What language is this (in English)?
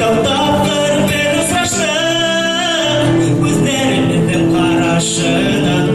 Bashkir